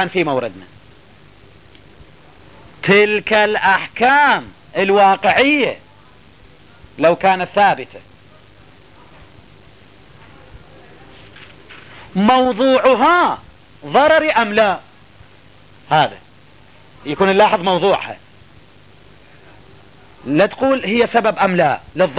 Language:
Arabic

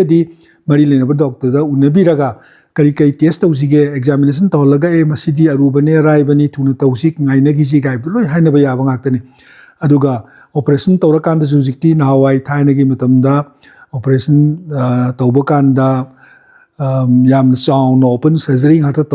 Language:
Manipuri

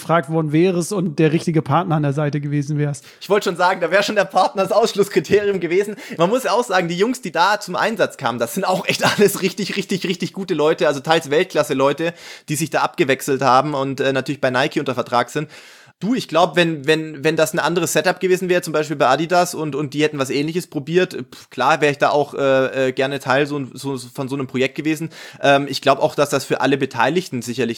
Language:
German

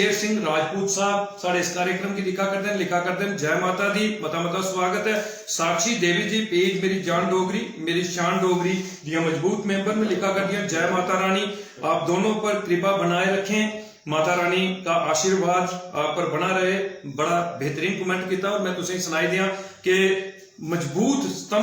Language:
Dogri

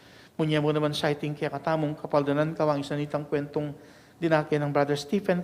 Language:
Pampanga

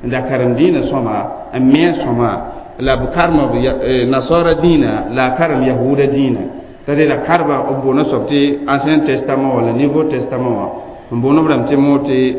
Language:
Mossi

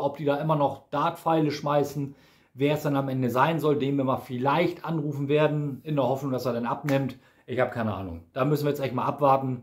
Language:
German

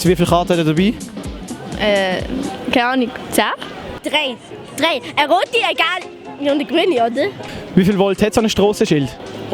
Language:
Swiss German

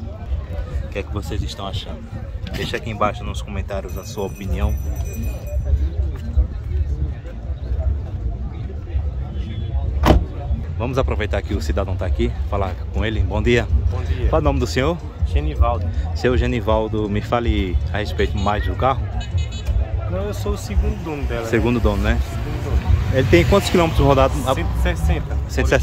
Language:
Portuguese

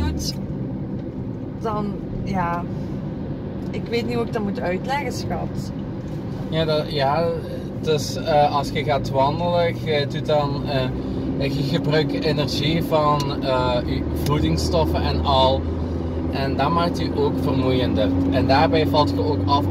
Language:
Dutch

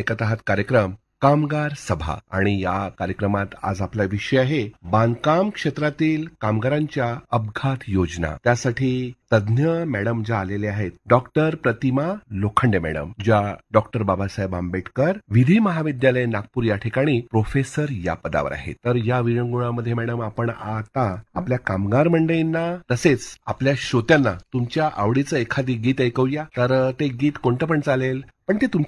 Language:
Marathi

